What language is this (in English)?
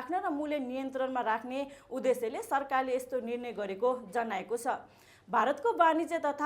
Nepali